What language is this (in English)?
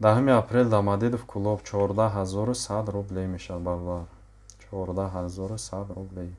Tajik